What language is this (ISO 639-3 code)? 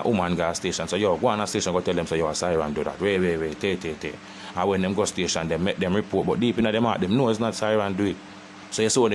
jam